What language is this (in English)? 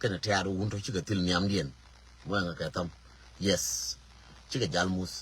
Nuer